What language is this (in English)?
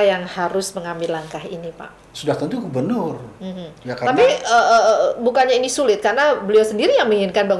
Indonesian